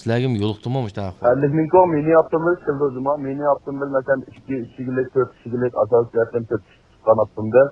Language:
Uyghur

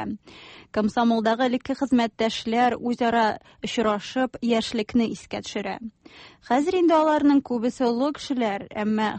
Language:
Tatar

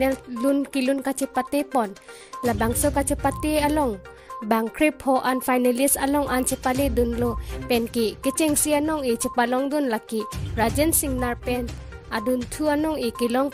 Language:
Karbi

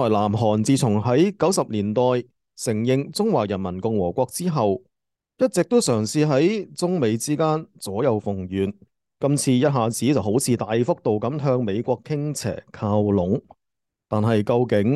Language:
Cantonese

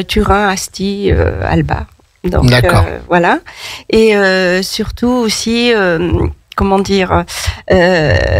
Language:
French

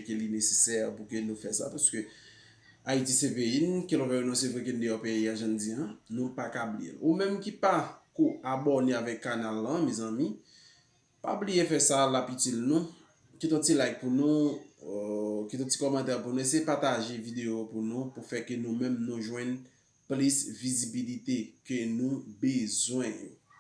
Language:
Haitian Creole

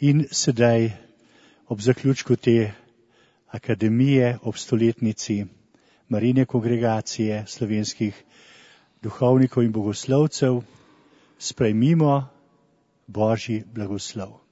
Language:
Slovenian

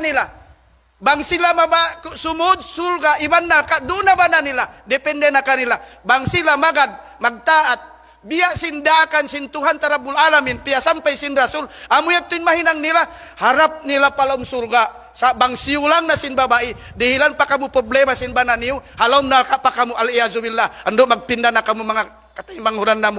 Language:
Tausug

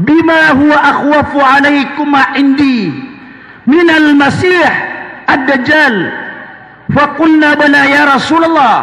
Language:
Maranao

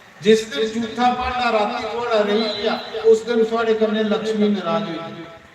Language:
Dogri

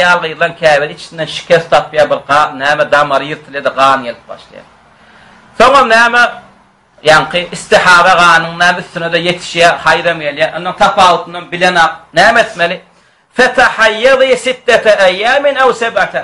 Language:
Turkmen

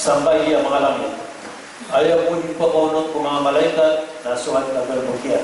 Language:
Maranao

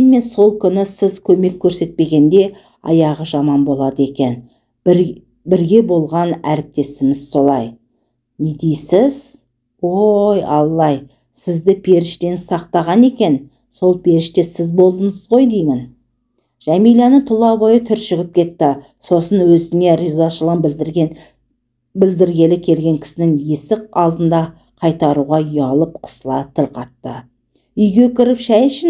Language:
Kazakh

